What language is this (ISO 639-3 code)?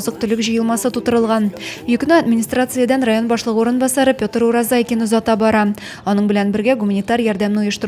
tat